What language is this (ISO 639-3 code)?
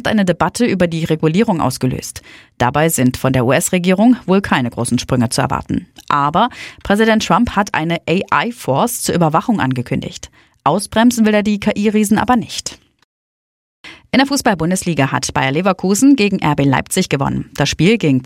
deu